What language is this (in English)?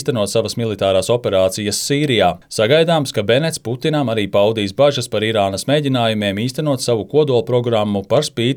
Latvian